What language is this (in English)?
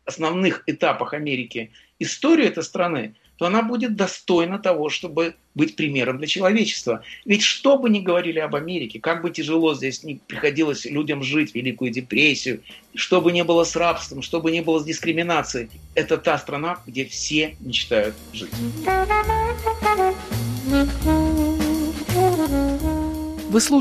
Russian